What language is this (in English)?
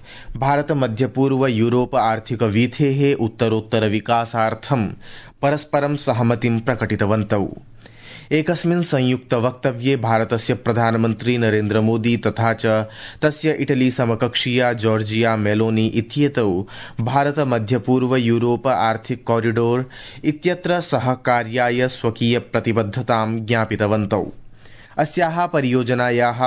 Sanskrit